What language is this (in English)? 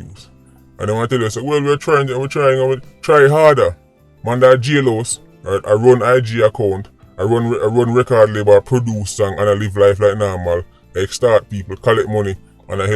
Jamaican Creole English